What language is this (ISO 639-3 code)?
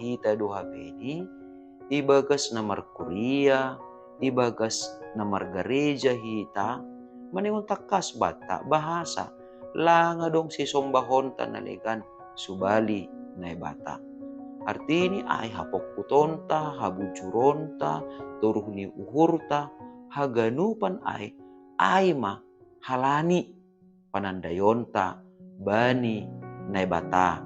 bts